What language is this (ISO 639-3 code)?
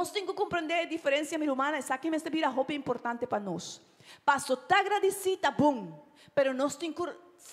pap